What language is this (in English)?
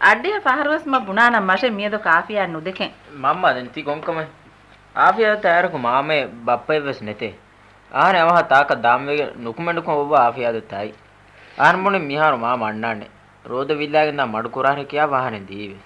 Divehi